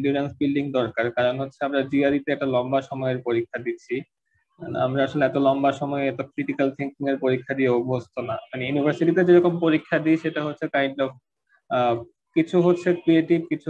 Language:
Bangla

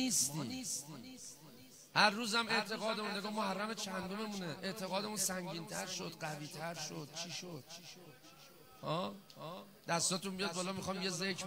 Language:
Persian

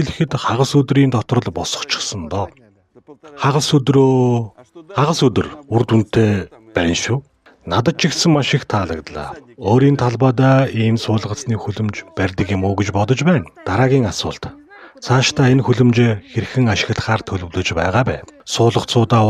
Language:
Mongolian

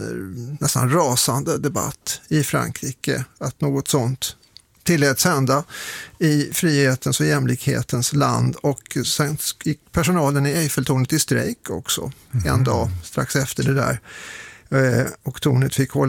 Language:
Swedish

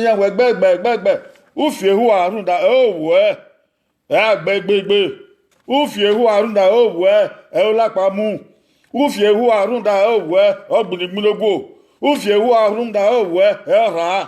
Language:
Bini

